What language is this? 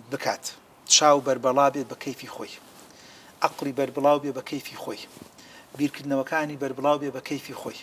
Central Kurdish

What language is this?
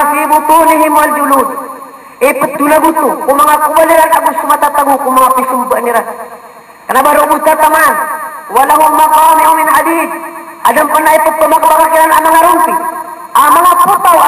Maranao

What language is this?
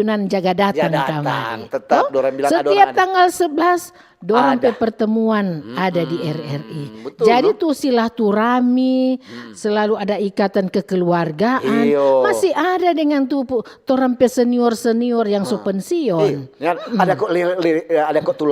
Manado Malay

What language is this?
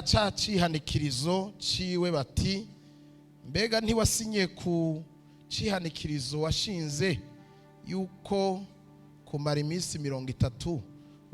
Rundi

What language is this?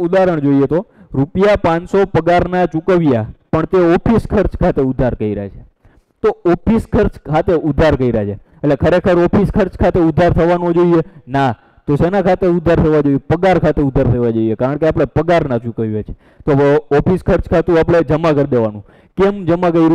Gujarati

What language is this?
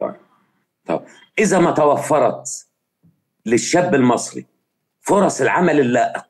Egyptian Arabic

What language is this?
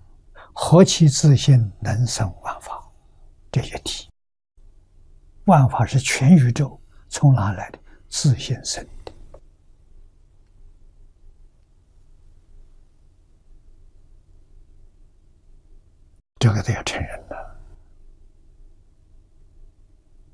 Chinese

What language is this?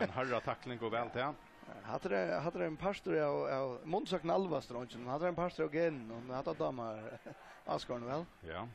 Faroese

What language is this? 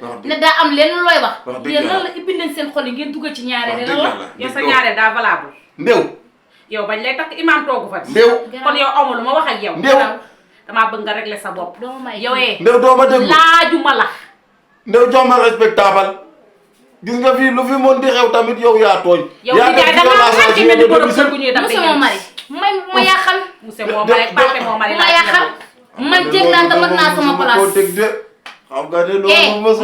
Wolof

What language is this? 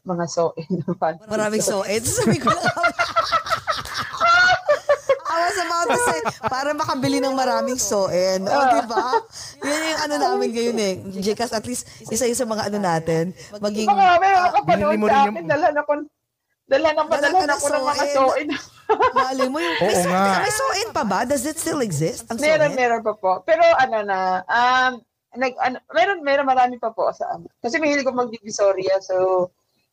Filipino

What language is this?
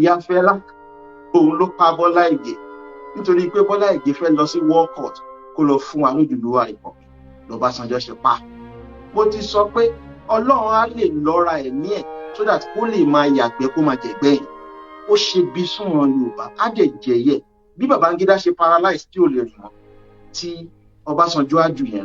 Yoruba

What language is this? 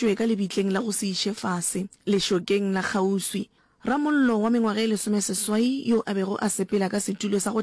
Northern Sotho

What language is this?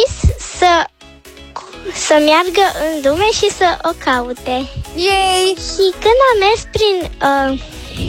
Romanian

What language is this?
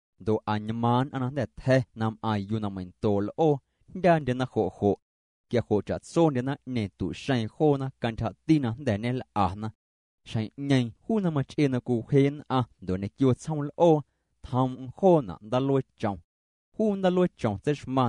Guerrero Amuzgo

